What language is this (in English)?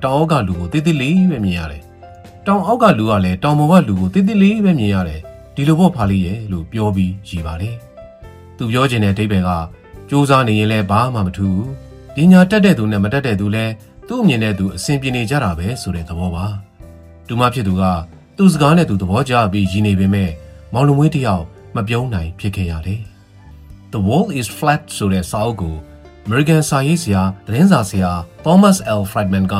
Burmese